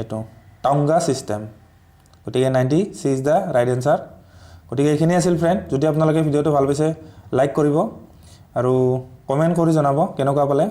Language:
Assamese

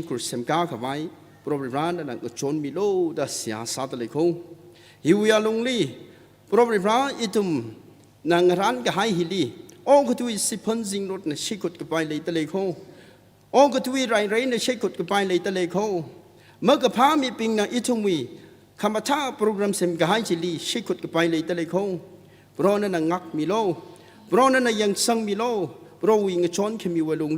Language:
Tangkhul Naga (India)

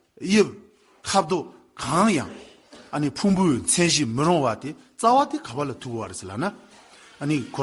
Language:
Tibetan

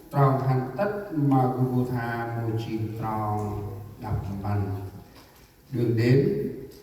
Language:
Central Mnong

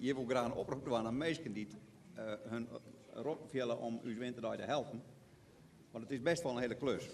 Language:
Western Frisian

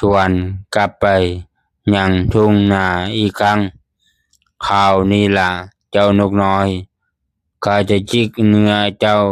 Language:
Lao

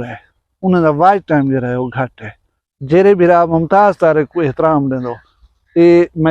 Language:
Saraiki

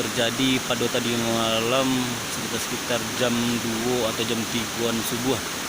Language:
Minangkabau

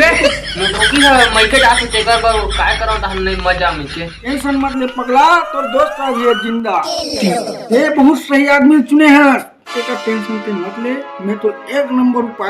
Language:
Chhattisgarhi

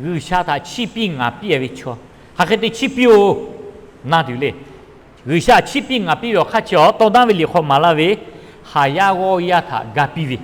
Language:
Lahu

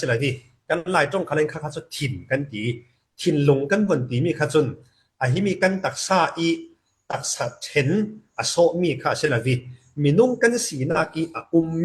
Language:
Falam Chin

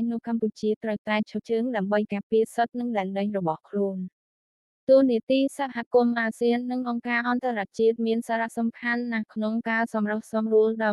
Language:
Khmer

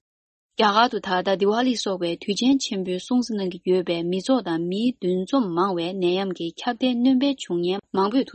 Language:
Tibetan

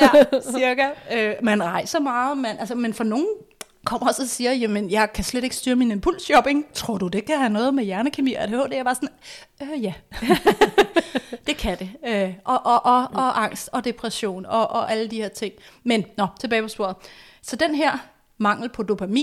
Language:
Danish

